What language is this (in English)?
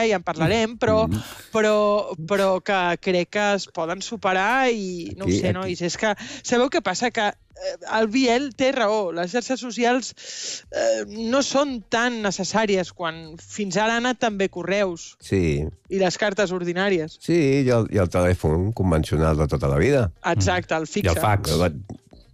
Catalan